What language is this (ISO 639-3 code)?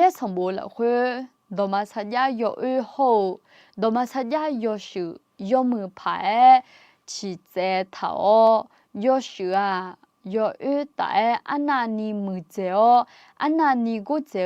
ahk